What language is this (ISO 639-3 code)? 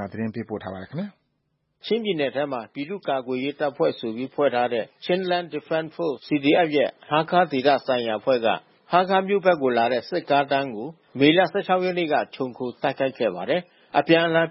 mya